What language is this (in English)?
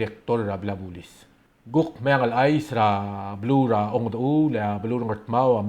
Palauan